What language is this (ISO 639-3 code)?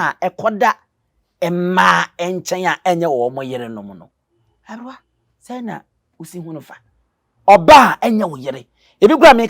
aka